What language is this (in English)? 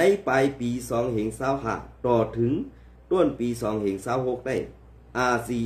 Shan